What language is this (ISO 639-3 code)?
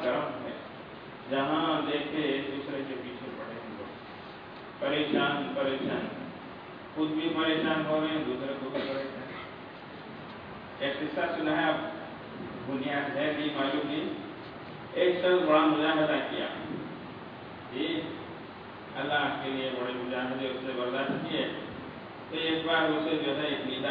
urd